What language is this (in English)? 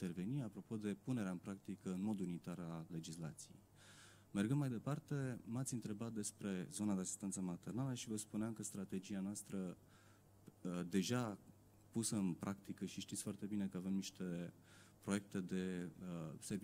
Romanian